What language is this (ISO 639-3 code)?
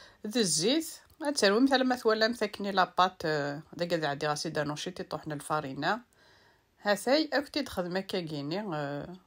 kab